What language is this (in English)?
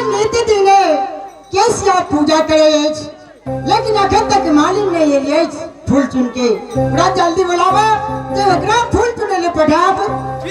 Maithili